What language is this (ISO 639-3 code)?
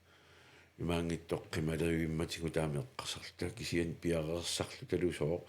kal